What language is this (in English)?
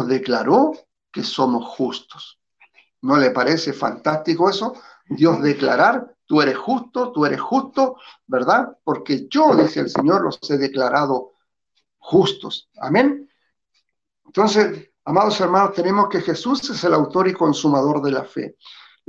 Spanish